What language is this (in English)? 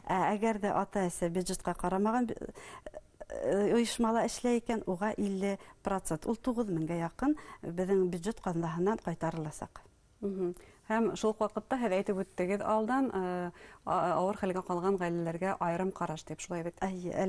Bashkir